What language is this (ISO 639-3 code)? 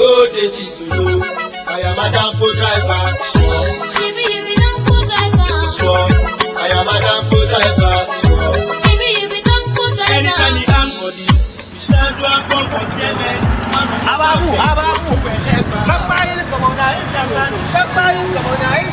dag